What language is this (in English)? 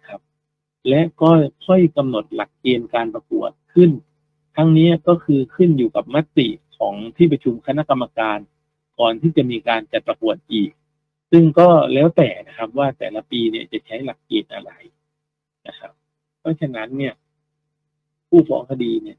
Thai